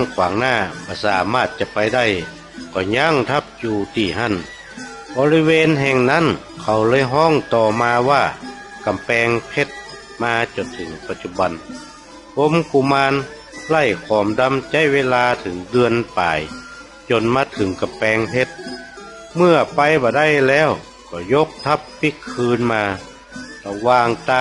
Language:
Northern Thai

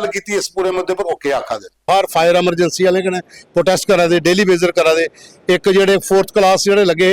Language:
Dogri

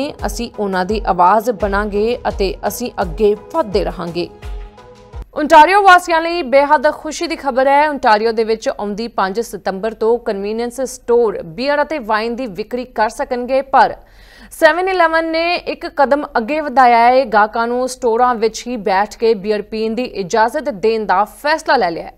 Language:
Punjabi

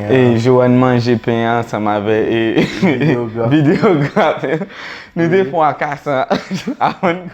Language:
Haitian Creole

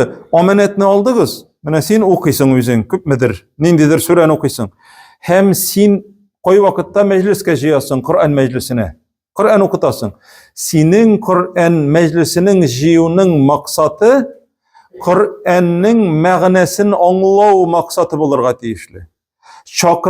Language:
Tatar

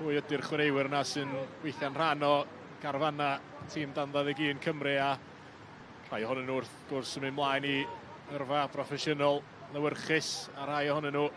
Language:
Welsh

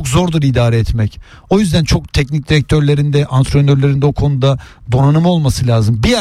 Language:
Turkish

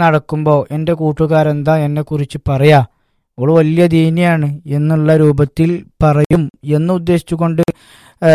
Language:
Malayalam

